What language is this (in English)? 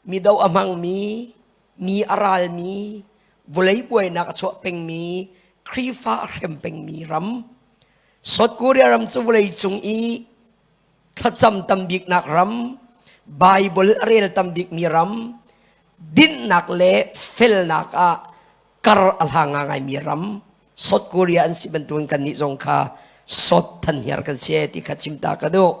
Hakha Chin